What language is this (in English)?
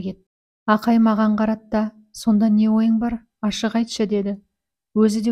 Kazakh